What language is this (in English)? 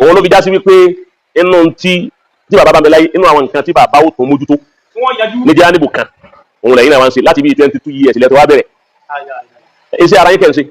Yoruba